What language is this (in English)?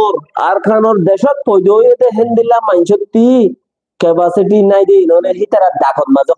Rohingya